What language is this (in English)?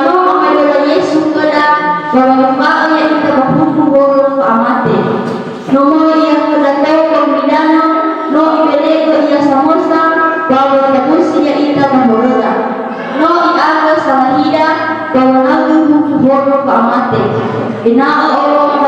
Nias